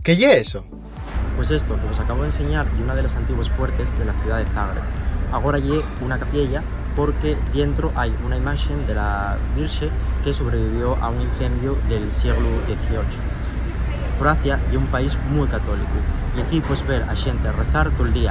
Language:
Asturian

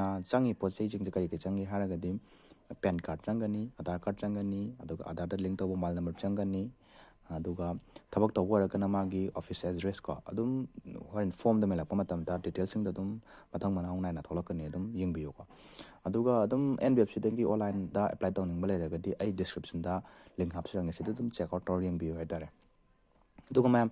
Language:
Manipuri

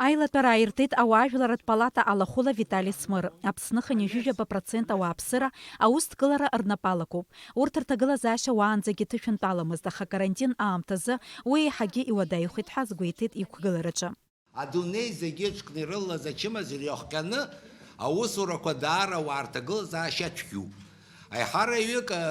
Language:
Abkhazian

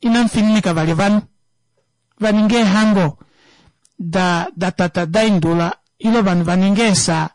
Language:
Kuanyama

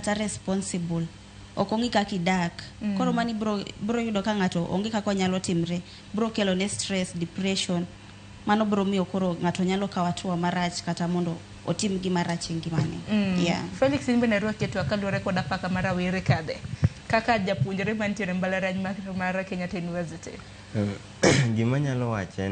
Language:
Luo (Kenya and Tanzania)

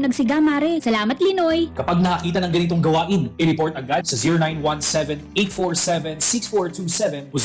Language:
Bikol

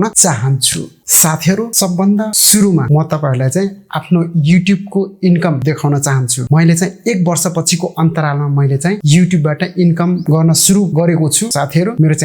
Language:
Nepali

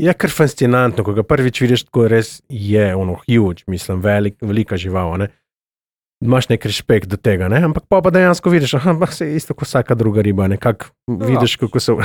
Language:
Slovenian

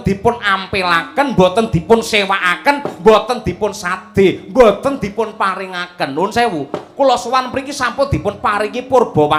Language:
Javanese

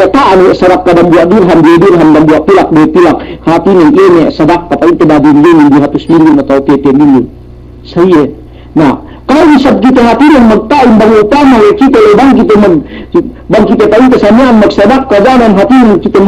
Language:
Yakan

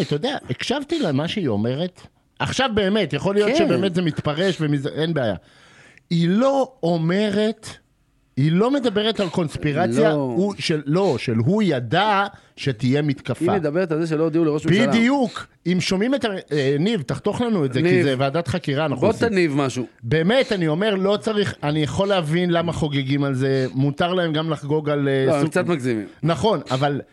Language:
Hebrew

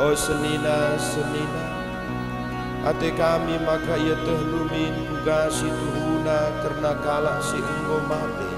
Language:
Batak Karo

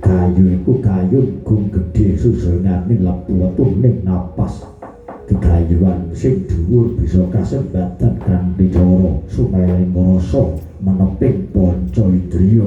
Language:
Javanese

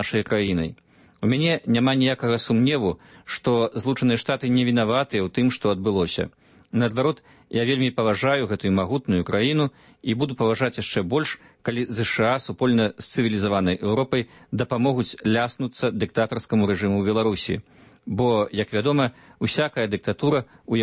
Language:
Belarusian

